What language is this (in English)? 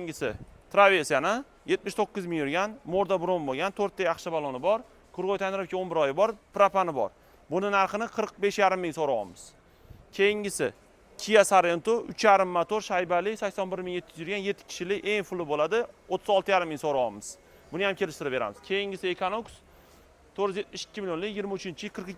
Uzbek